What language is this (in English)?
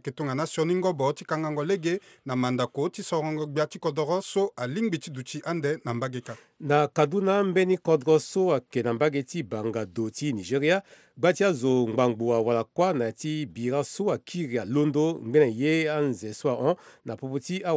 Sango